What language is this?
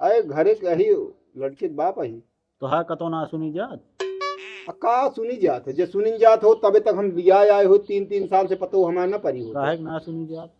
Awadhi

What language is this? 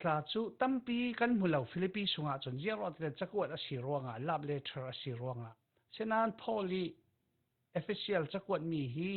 Falam Chin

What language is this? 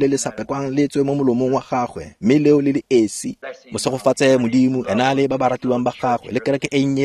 Tswana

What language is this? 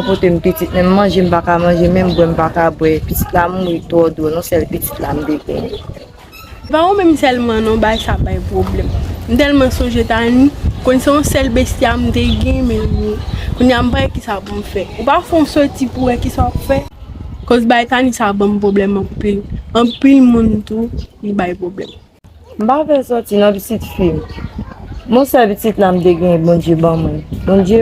Haitian Creole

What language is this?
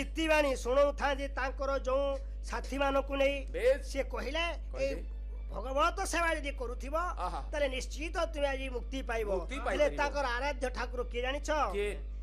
Odia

